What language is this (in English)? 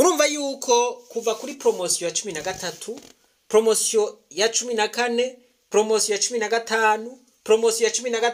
Rundi